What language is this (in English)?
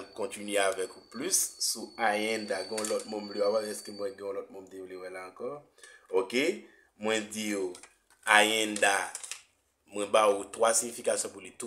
Haitian Creole